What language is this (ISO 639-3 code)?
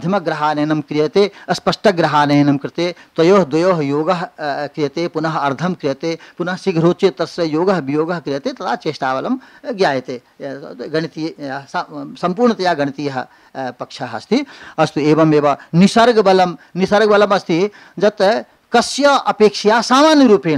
san